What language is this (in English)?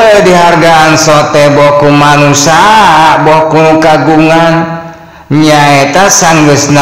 Sundanese